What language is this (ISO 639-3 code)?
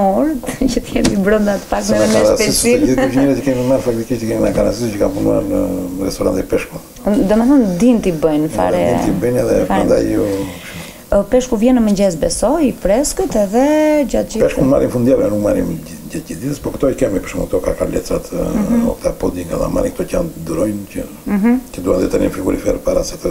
sqi